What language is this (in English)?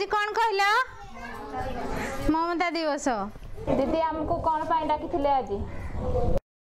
Odia